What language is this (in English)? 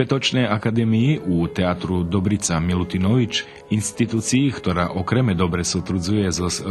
Rusyn